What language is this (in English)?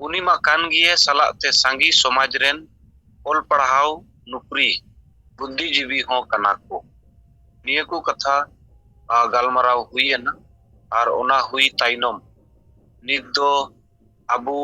Santali